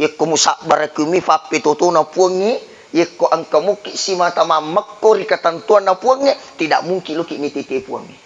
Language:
Buginese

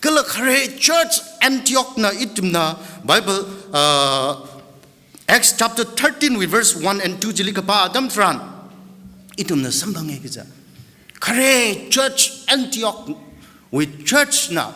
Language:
Tangkhul Naga (India)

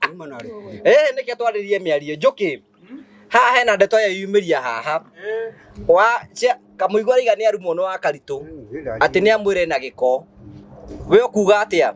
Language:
Kikuyu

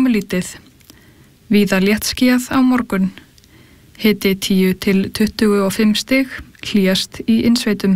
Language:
Icelandic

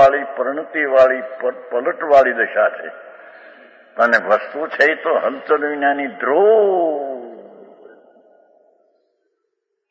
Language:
Gujarati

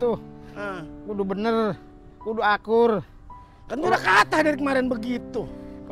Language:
Betawi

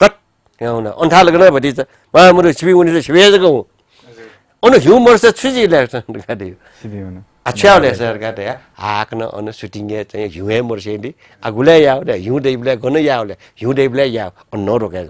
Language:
Newari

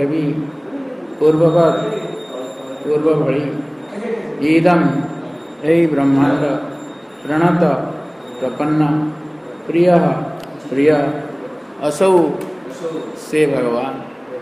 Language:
Odia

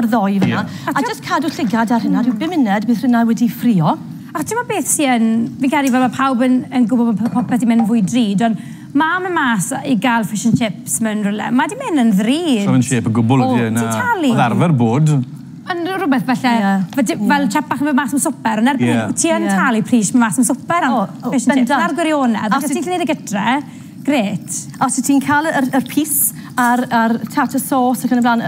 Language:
Welsh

